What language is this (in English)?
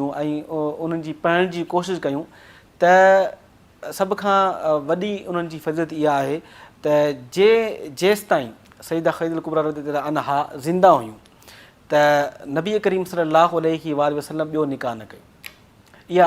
Sindhi